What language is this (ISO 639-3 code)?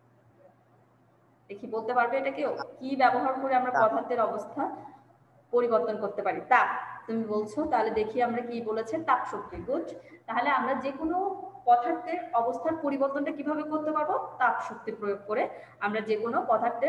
ben